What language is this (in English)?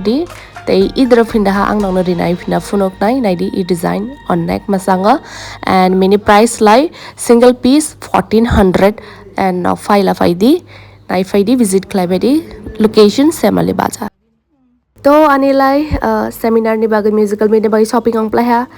Kok Borok